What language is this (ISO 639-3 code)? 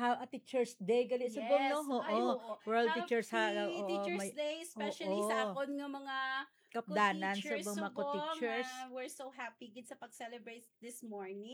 hil